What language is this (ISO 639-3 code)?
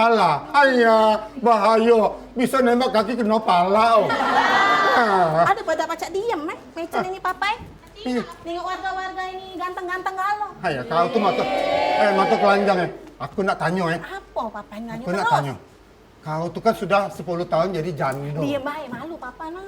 mui